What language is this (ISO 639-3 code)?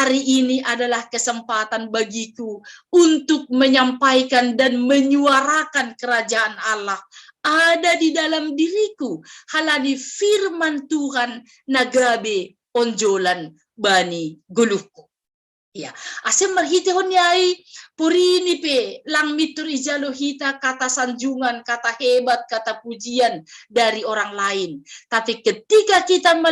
bts